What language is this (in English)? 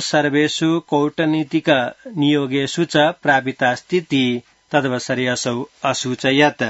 Sanskrit